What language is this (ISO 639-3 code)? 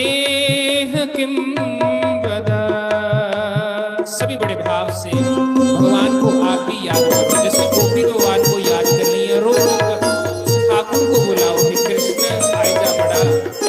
doi